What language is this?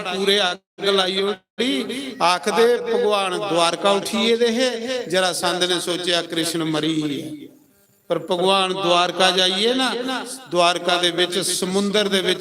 Dogri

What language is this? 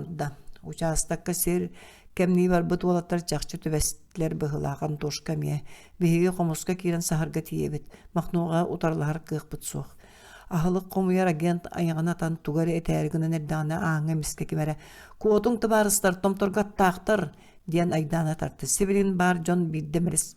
Yakut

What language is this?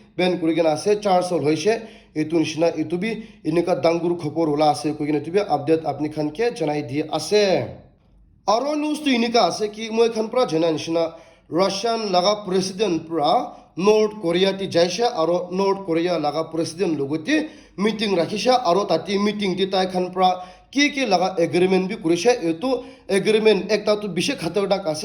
Naga Pidgin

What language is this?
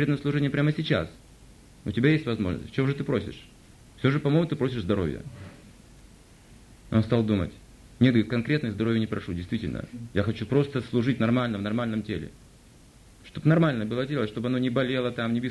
Russian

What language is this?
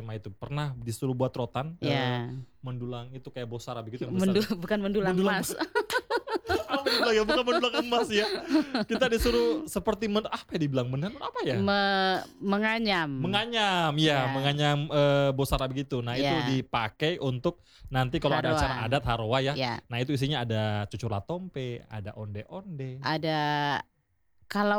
Indonesian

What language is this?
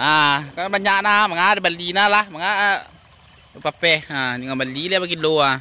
Minangkabau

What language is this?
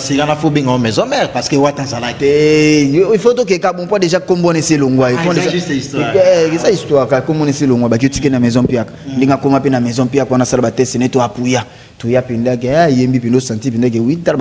Lingala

